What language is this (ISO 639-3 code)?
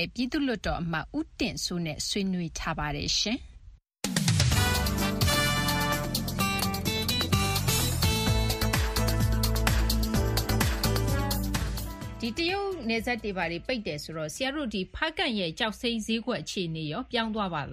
mya